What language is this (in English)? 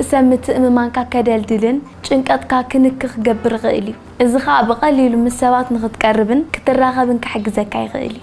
Tigrinya